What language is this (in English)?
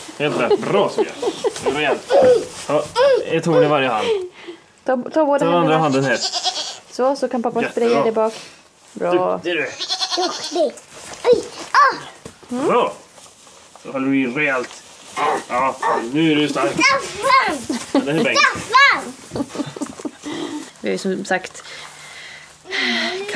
Swedish